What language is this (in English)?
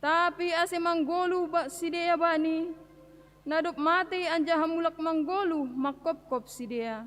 Batak Simalungun